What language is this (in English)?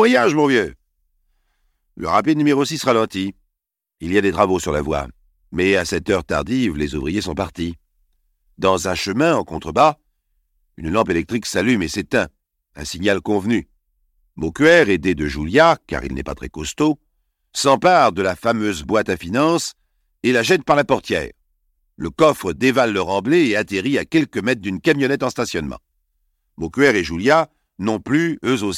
French